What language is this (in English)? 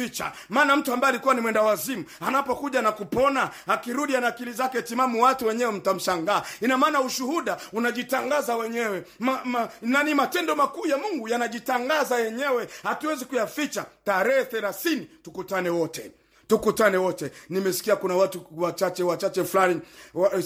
Swahili